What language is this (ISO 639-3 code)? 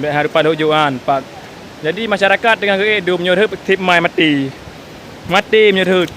ace